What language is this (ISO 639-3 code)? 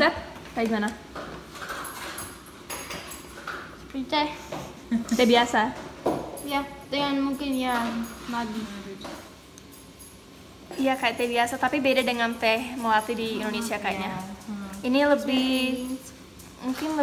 ind